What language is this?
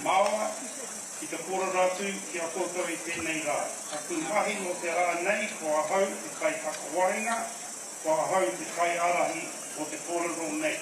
Māori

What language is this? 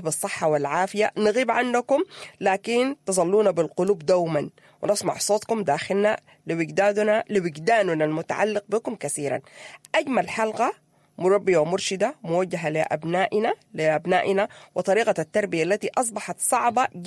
Sudanese Arabic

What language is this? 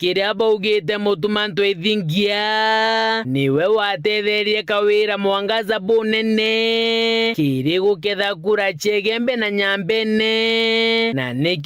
Meru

